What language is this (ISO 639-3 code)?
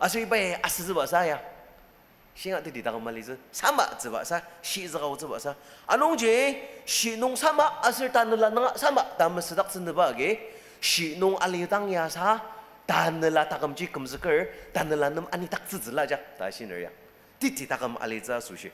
njo